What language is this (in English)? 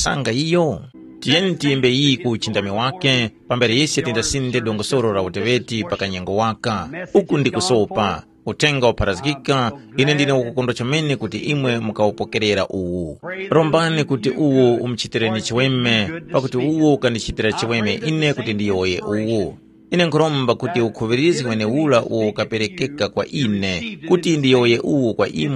Tumbuka